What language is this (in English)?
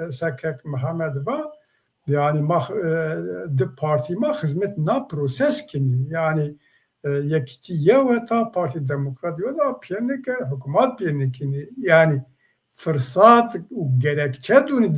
Zaza